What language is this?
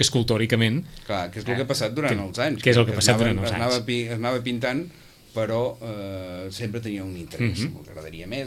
Catalan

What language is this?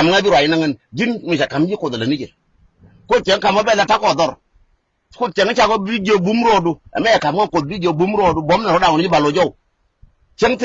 Nuer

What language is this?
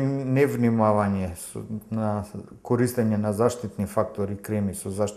Macedonian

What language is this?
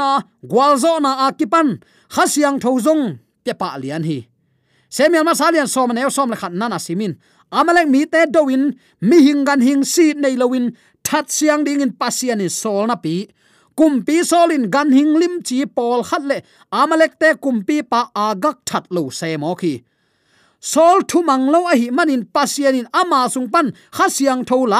Tedim Chin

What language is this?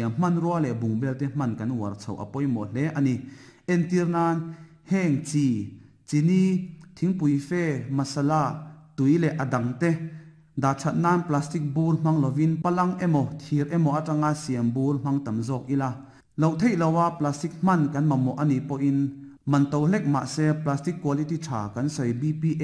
Mizo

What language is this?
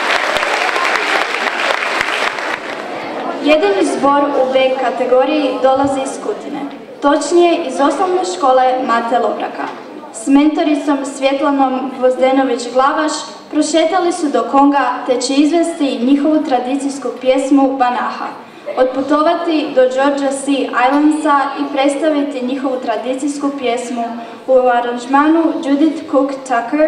Croatian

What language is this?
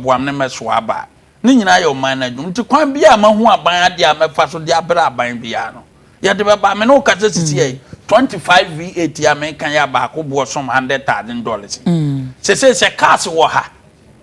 Akan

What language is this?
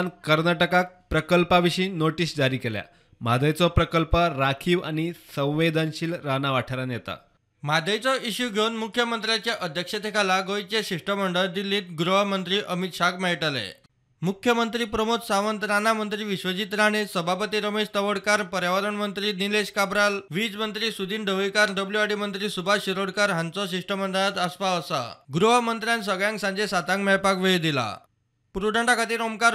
Konkani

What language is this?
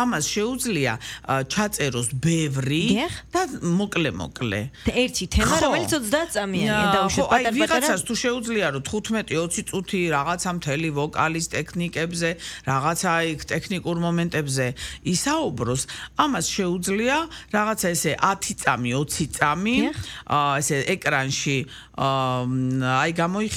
Georgian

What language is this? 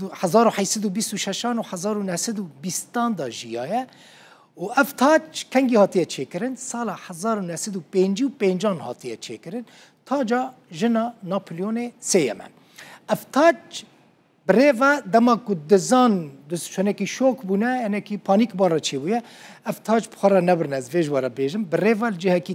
Kurdish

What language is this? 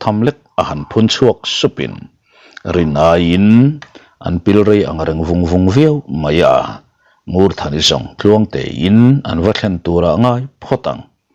Mizo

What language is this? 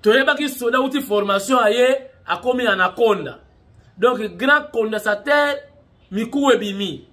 Lingala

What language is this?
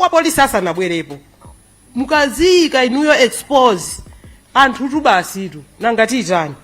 Nyanja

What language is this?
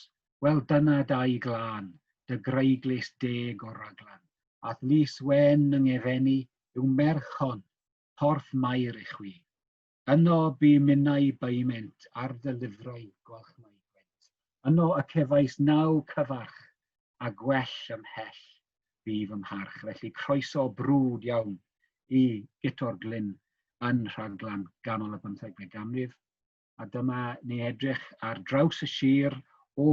Welsh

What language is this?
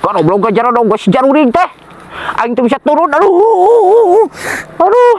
Sundanese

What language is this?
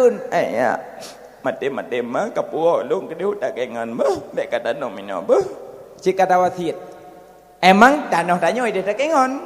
Achinese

